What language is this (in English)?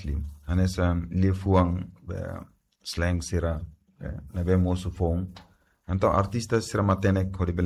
Tetum